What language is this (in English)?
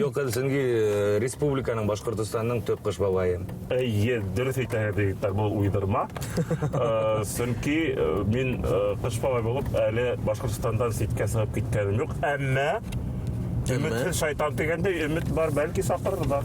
Bashkir